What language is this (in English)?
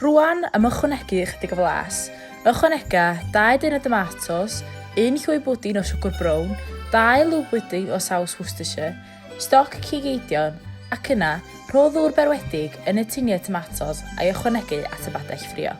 Welsh